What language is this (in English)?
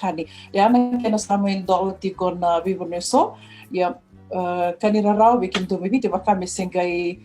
Fijian